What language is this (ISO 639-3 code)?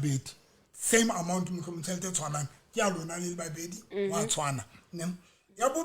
sot